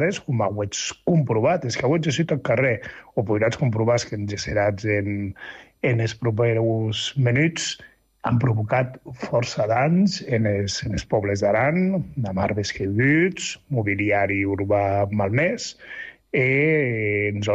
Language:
Catalan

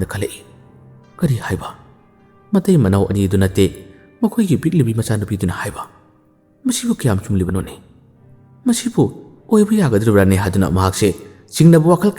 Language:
Manipuri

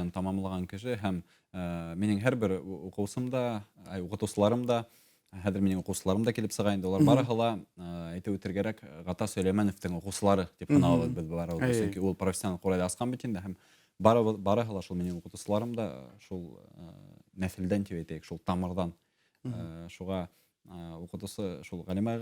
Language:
Bashkir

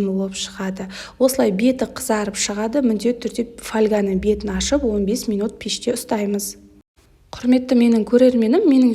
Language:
Kazakh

